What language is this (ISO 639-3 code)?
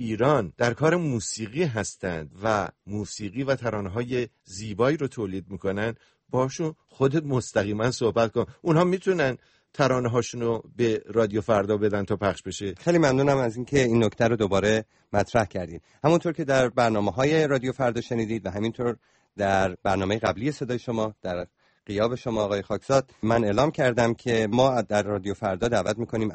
fas